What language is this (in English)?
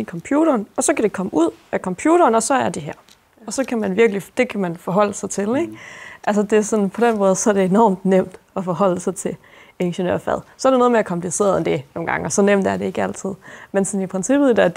Danish